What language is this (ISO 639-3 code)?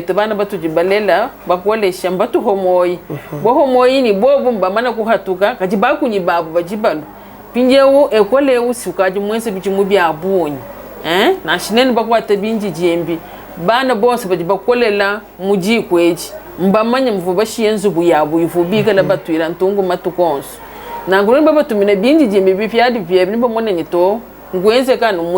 lua